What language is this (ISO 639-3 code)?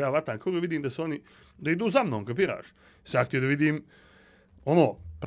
srp